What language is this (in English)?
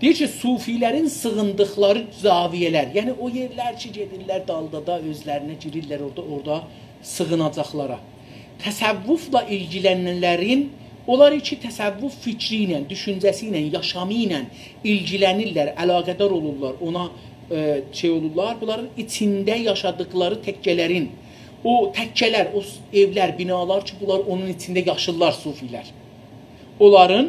South Azerbaijani